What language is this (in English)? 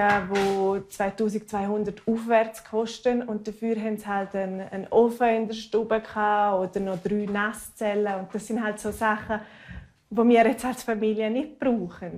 Romansh